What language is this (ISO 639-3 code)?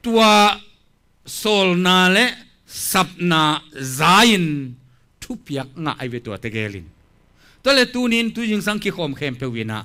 ctd